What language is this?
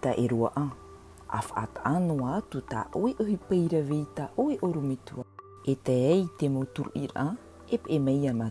Tahitian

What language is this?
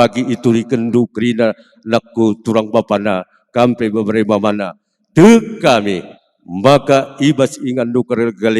Batak Karo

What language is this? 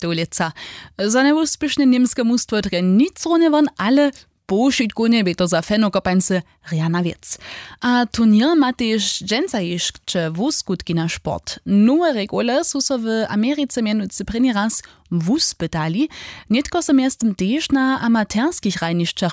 Upper Sorbian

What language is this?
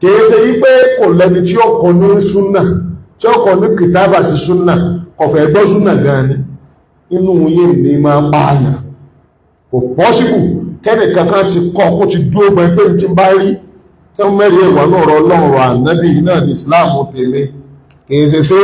Yoruba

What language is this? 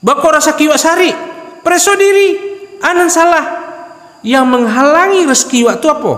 Minangkabau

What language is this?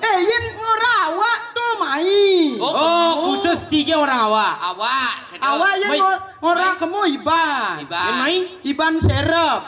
Balinese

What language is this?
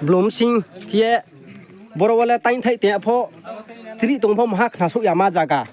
Riang (India)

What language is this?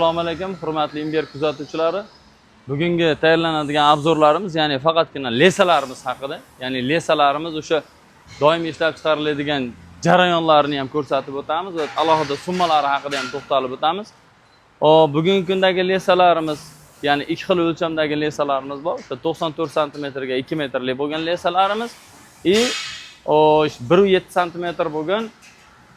Uzbek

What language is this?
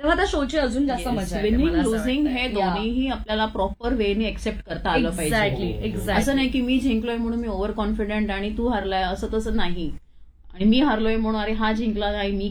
Marathi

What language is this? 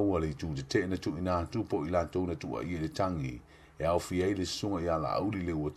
Samoan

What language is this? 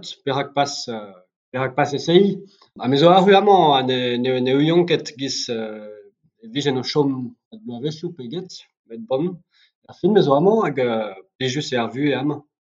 Breton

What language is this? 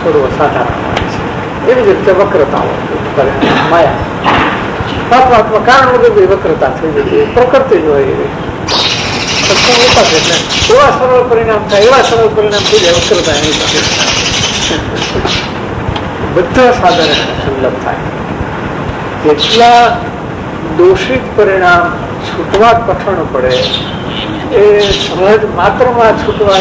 Gujarati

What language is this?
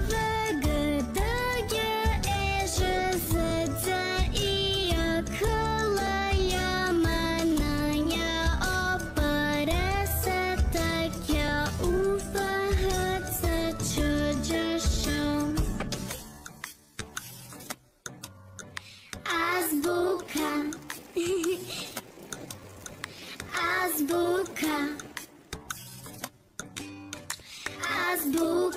Serbian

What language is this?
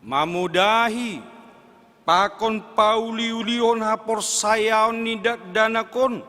Batak Simalungun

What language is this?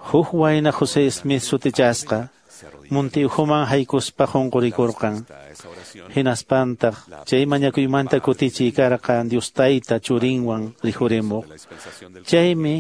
Quechua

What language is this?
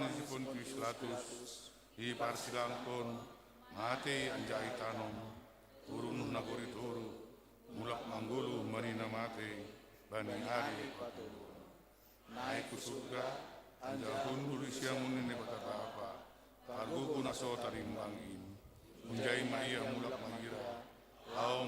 Batak Simalungun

